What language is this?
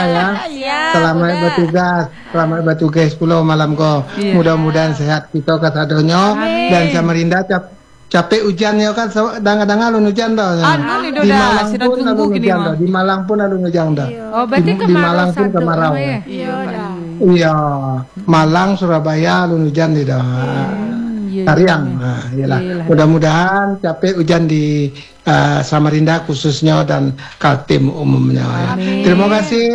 Indonesian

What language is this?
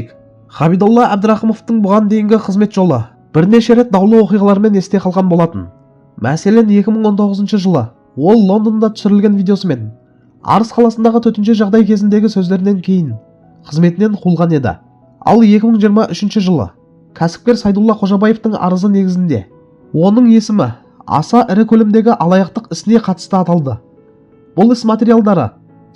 Kazakh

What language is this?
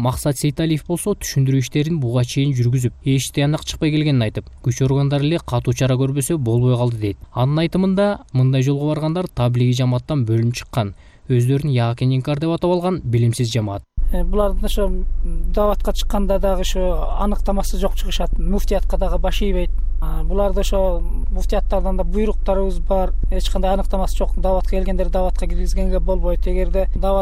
Kyrgyz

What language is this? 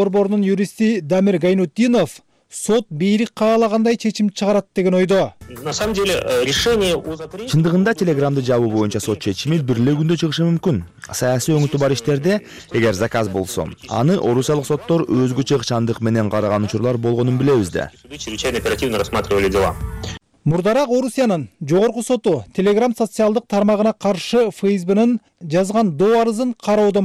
Kyrgyz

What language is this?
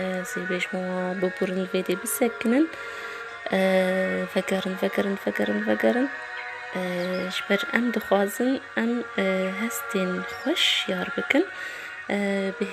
Kurdish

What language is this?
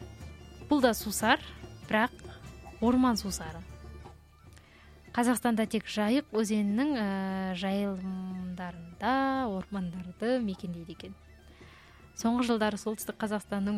Kazakh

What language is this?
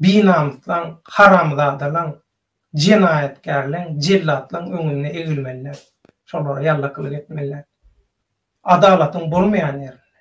Turkmen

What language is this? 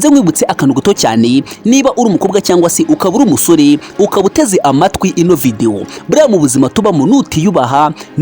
Kinyarwanda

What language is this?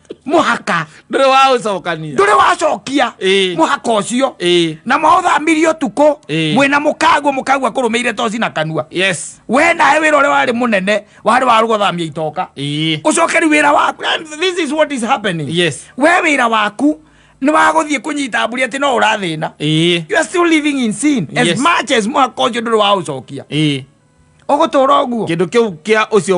Kikuyu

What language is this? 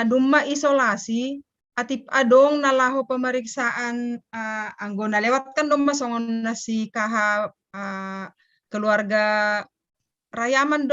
Batak Simalungun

